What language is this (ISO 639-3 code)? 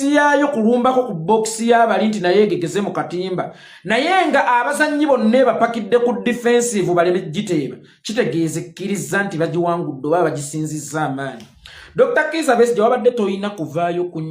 lug